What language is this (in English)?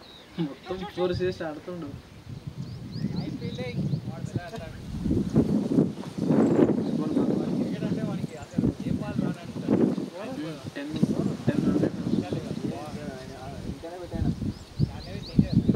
Telugu